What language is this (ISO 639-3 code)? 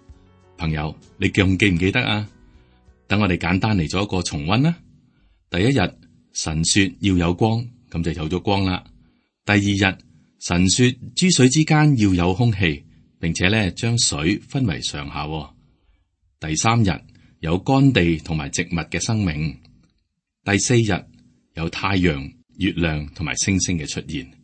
yue